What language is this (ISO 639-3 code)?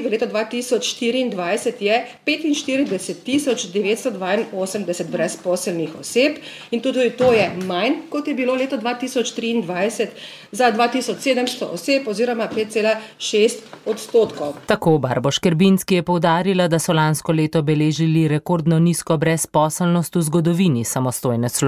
slv